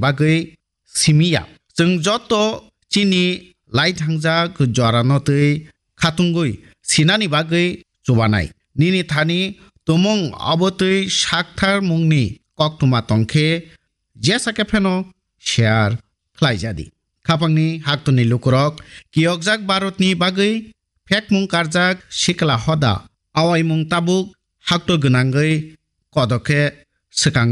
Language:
Kok Borok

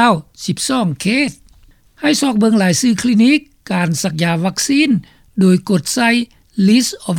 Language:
Lao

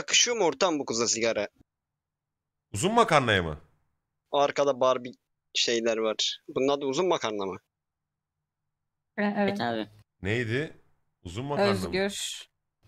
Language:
Turkish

